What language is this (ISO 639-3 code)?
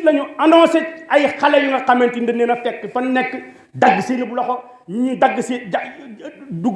wol